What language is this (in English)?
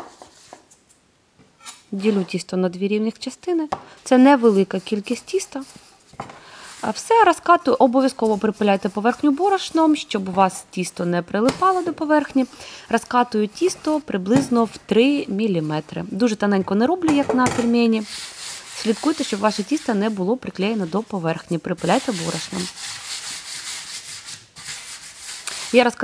Ukrainian